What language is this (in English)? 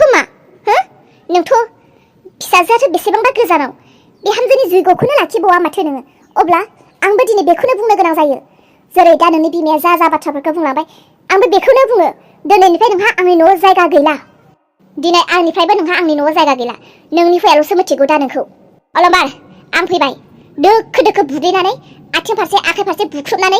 Bodo